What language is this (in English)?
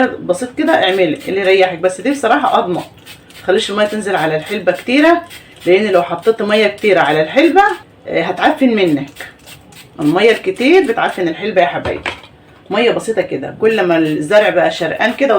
Egyptian Arabic